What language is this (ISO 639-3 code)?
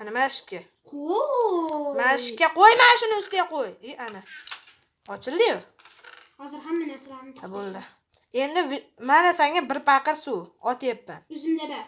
uzb